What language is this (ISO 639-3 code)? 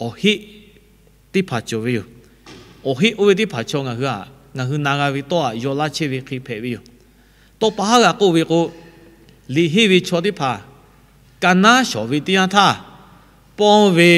lhu